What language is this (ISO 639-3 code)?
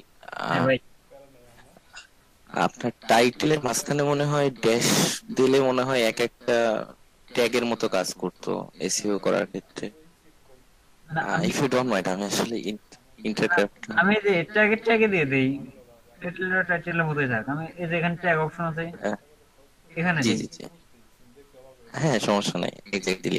ben